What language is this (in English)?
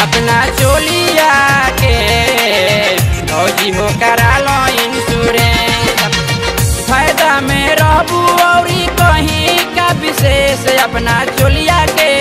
Bhojpuri